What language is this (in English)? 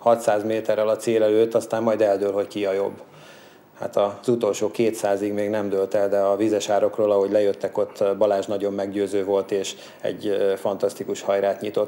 Hungarian